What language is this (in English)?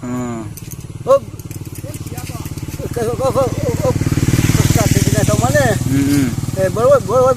Kok Borok